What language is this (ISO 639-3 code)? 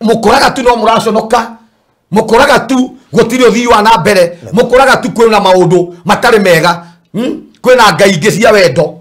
kik